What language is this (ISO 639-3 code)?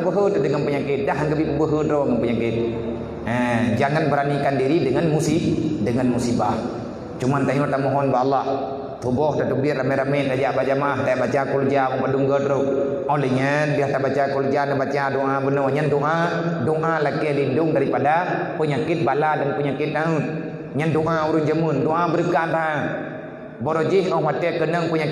ace